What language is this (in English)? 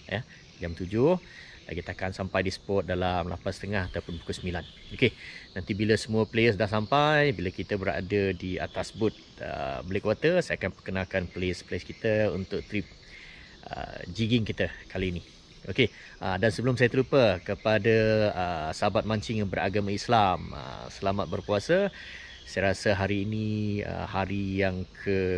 Malay